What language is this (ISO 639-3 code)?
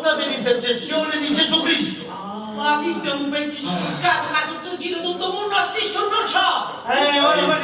scn